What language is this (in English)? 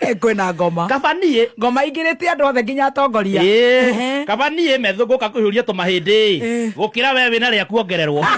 Kikuyu